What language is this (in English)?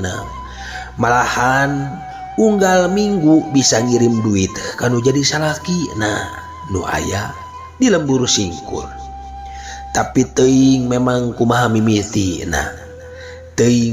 Sundanese